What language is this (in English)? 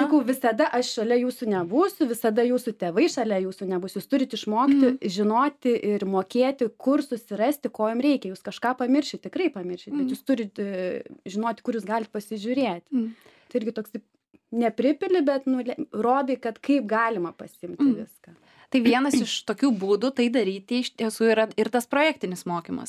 Lithuanian